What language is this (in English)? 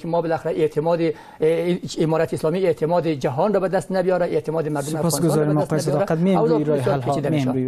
Persian